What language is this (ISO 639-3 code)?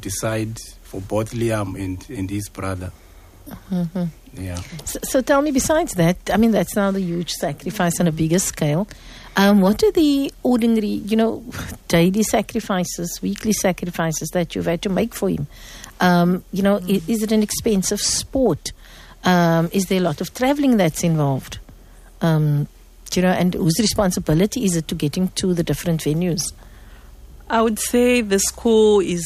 eng